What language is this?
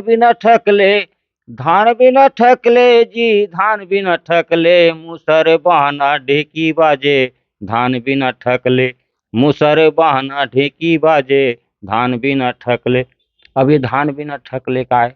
Chhattisgarhi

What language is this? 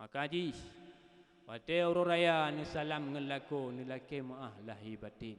Achinese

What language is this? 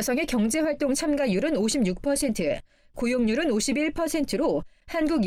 Korean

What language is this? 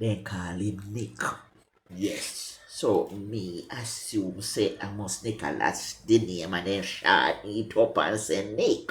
Jamaican Creole English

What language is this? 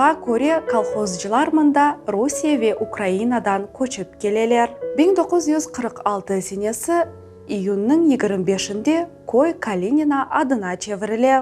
Crimean Tatar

